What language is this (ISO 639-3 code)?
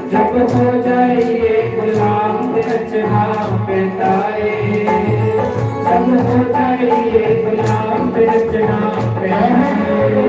doi